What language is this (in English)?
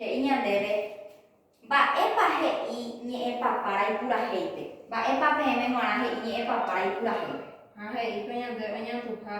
Guarani